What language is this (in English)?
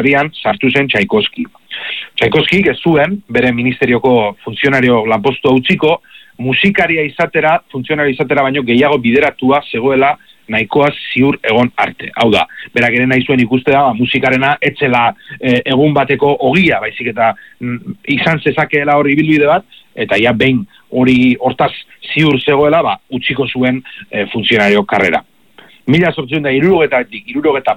Basque